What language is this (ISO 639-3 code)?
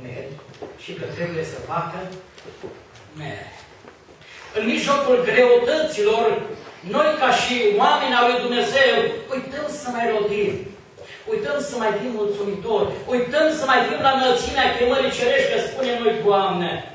ron